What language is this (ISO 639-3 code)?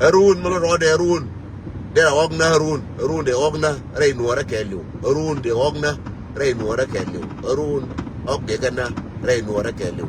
nus